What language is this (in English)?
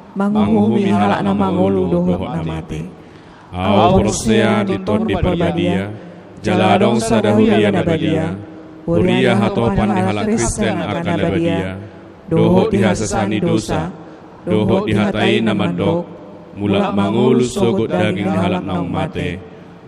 Batak Toba